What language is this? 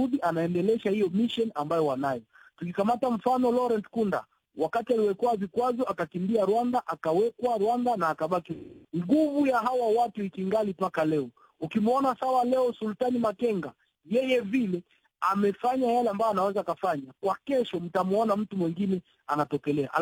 Swahili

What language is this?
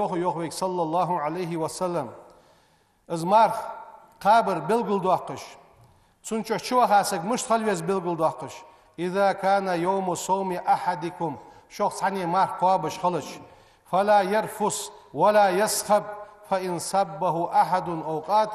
Ingush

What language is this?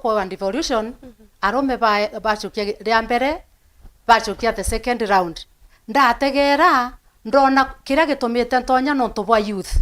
Meru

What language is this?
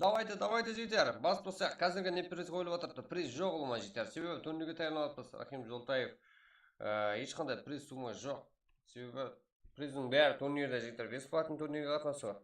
Kara-Kalpak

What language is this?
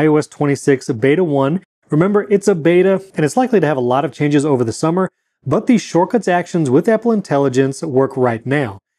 English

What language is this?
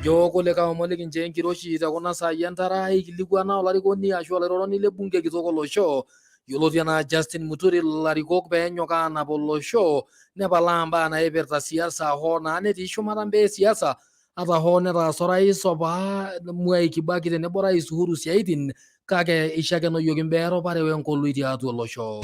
Masai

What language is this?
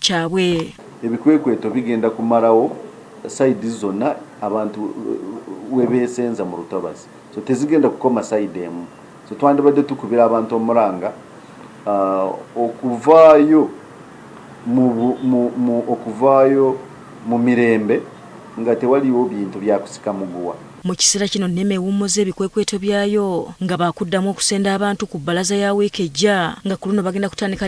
Ganda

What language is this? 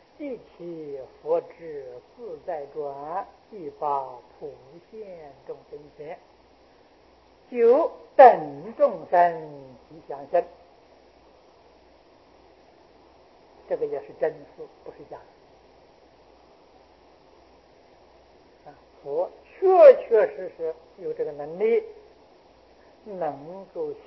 Chinese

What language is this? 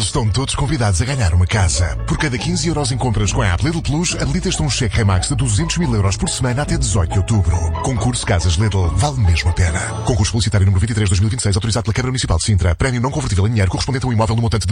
Portuguese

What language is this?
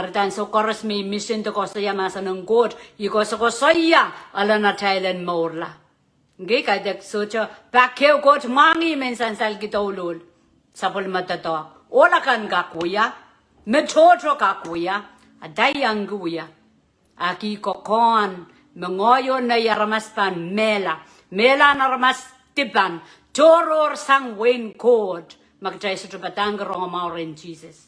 Pohnpeian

